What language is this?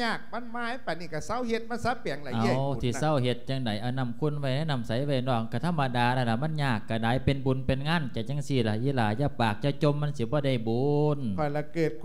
Lao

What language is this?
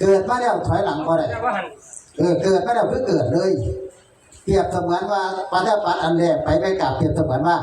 Northeastern Thai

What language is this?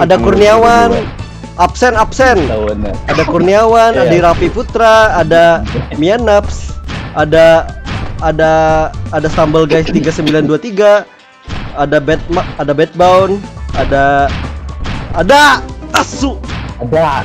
Banjar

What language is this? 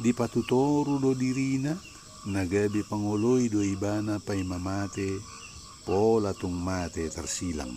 Batak Toba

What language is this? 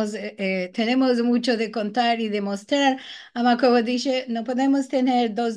Ladino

